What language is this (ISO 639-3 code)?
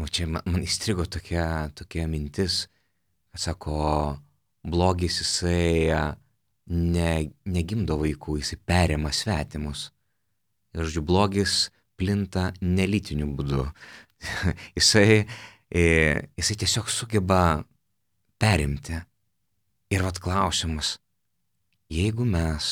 lit